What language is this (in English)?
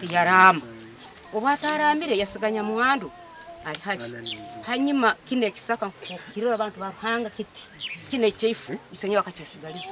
Nyankole